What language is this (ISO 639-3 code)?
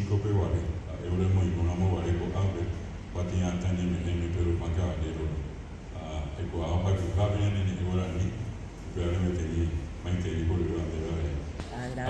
grn